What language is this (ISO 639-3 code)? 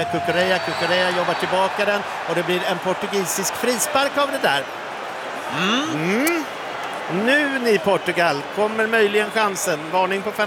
swe